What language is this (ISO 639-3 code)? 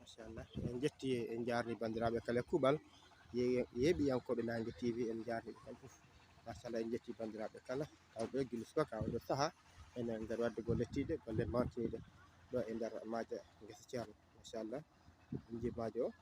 ful